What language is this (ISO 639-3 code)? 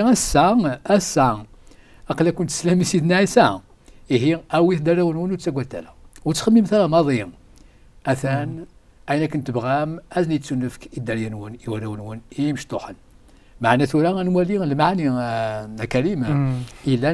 kab